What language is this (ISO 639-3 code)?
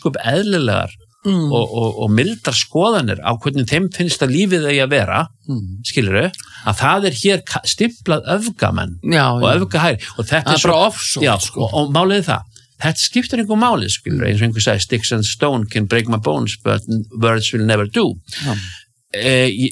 isl